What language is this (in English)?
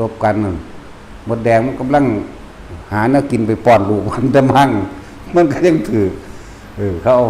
Lao